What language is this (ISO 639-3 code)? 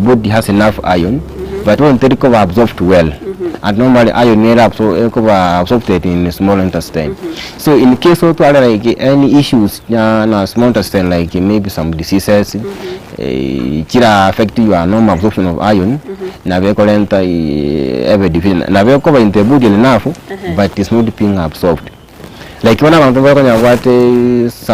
guz